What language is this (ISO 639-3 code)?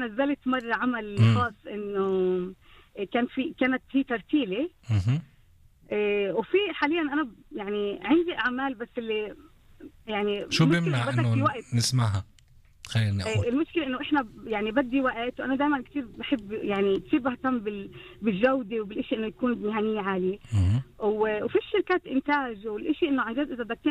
apc